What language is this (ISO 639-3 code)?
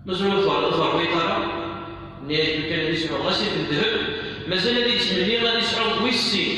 kab